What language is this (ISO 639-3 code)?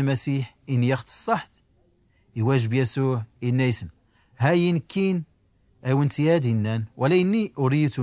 shi